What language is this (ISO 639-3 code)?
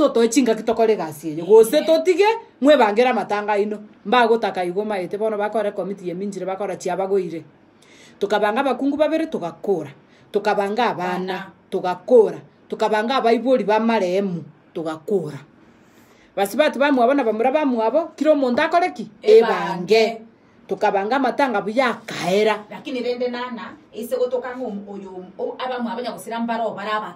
guz